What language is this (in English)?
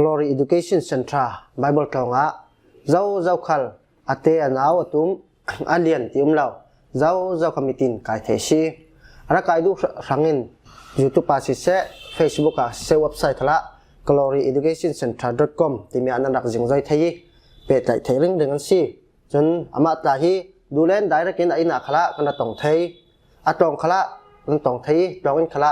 Falam Chin